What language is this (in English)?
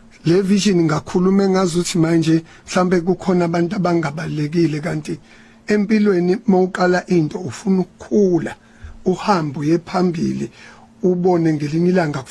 Zulu